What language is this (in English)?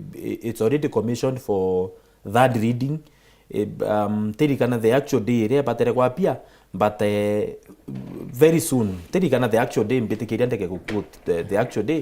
Meru